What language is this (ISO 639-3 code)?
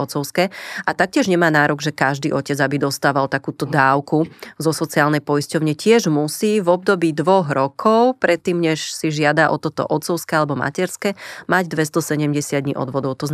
slk